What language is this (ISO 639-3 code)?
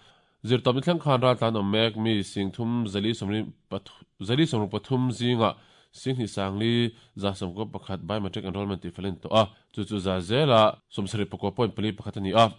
lus